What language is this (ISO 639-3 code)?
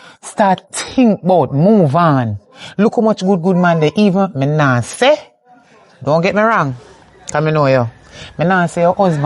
jam